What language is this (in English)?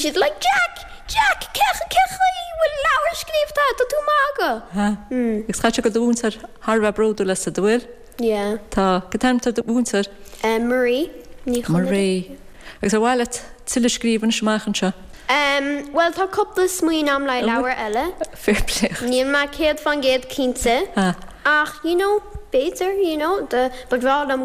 Irish